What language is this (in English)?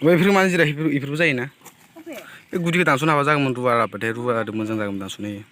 Bodo